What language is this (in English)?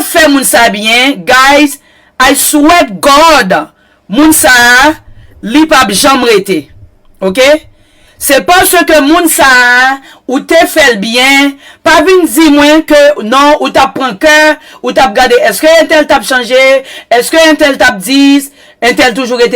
Haitian Creole